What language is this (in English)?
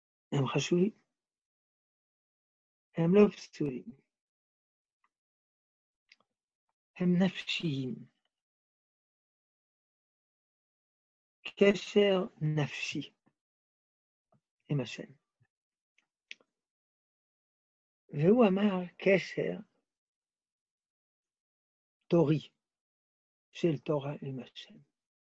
Hebrew